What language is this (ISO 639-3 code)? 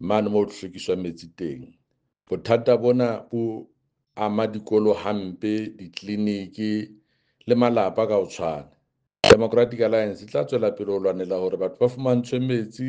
tsn